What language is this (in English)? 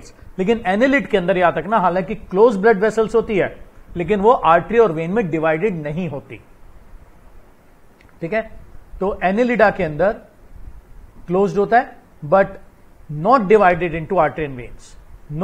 Hindi